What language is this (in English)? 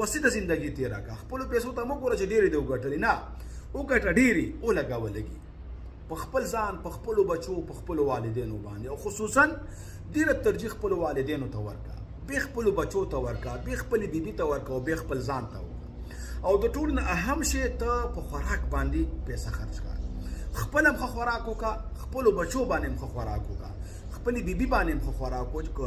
Pashto